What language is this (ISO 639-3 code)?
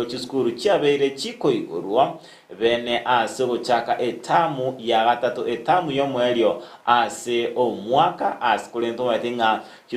guz